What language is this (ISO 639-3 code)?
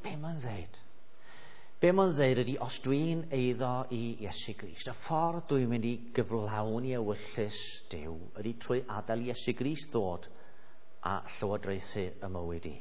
cym